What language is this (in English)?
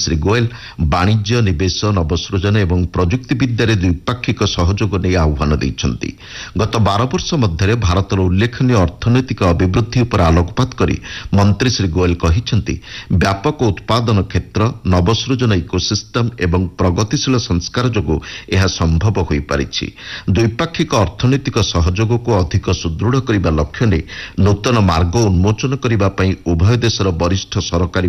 Odia